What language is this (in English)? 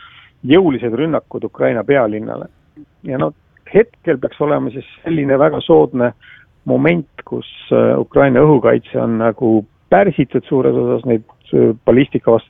Estonian